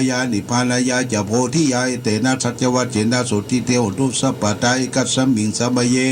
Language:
Pali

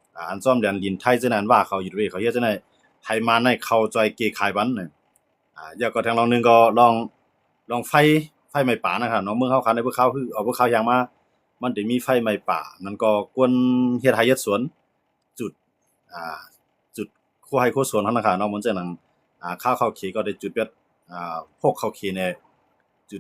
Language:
Shan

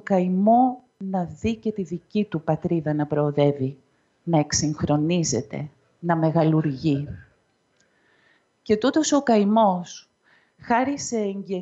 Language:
Greek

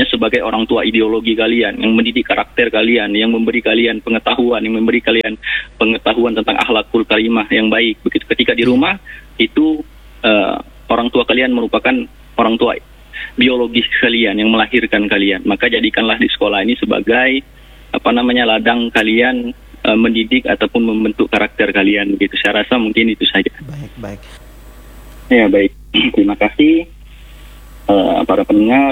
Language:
Indonesian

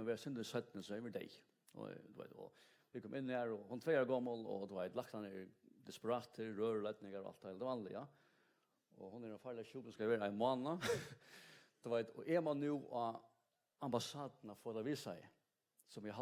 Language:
Faroese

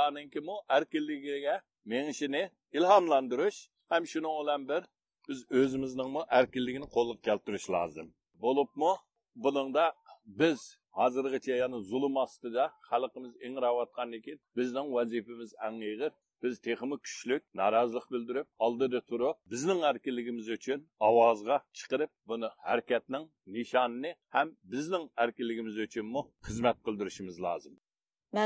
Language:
Uyghur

